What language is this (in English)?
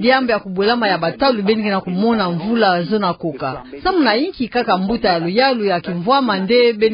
Kituba (Democratic Republic of Congo)